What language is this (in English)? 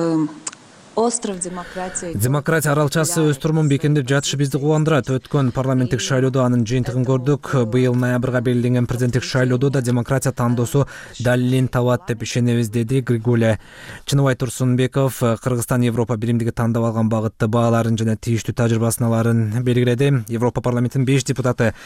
Kyrgyz